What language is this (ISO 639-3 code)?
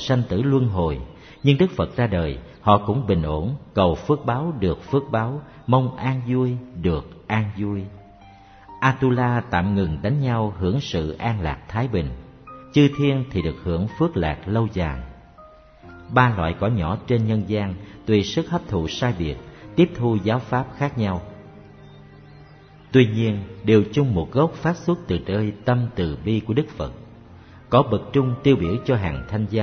vie